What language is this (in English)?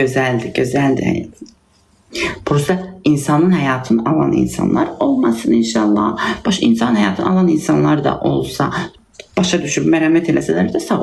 Azerbaijani